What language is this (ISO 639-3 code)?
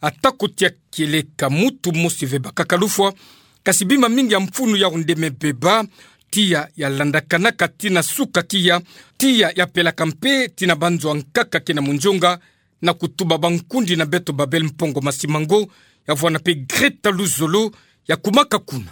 ktu